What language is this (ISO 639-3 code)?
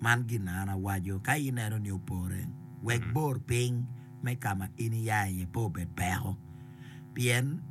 ach